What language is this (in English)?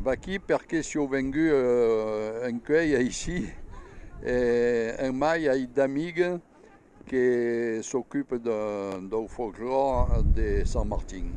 Occitan